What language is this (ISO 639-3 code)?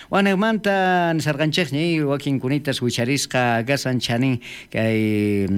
quh